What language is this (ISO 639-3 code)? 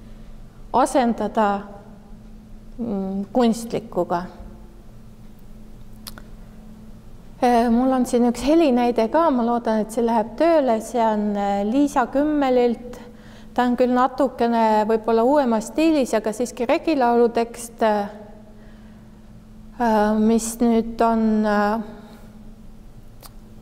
est